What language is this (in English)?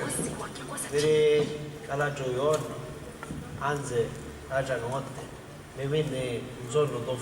Sicilian